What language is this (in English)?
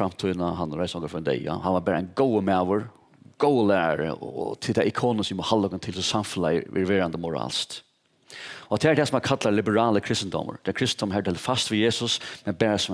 Faroese